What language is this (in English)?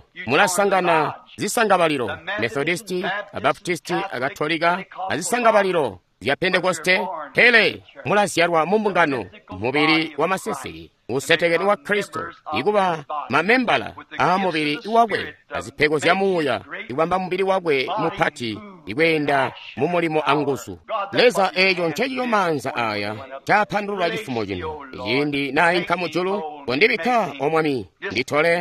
Tonga (Zambia)